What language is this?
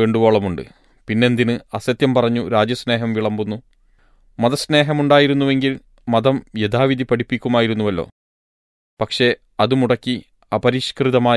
Malayalam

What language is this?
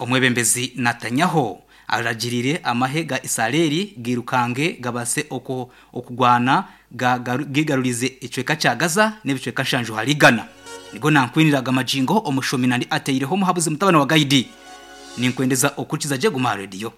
Nyankole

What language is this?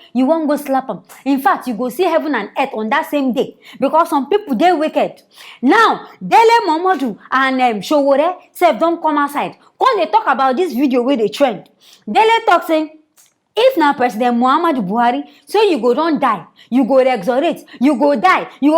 Nigerian Pidgin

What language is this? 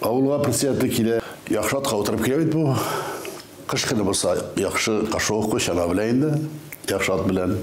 Tatar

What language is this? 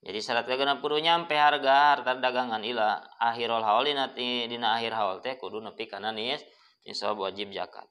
Sundanese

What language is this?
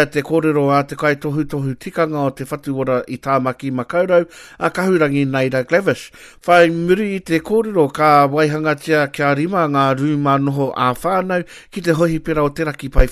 Māori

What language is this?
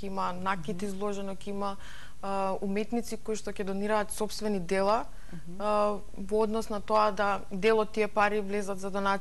Macedonian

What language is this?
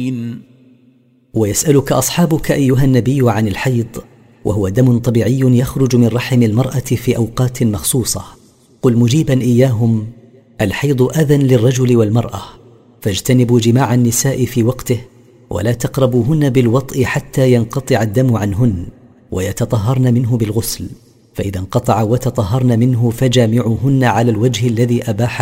Arabic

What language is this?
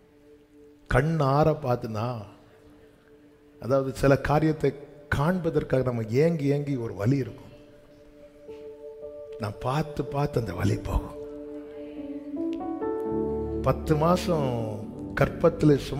Tamil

